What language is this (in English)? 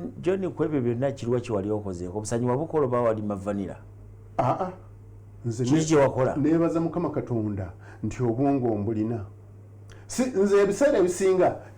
Ganda